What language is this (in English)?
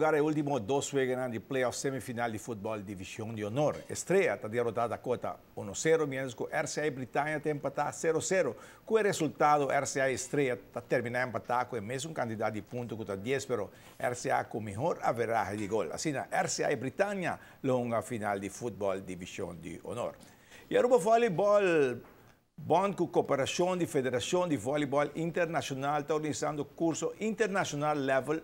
Papiamento